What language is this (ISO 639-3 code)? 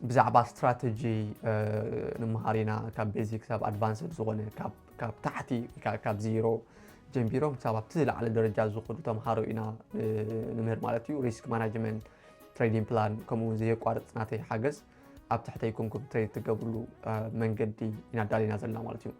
tir